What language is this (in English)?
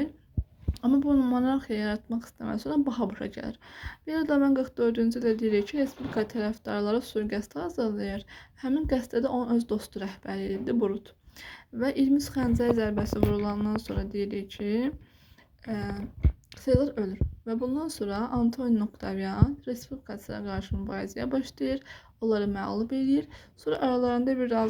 Azerbaijani